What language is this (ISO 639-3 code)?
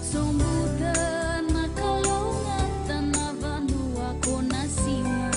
fij